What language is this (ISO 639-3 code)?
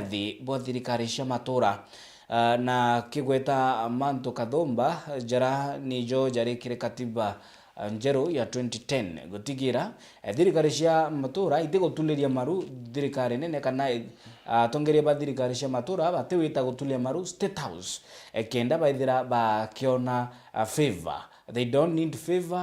mer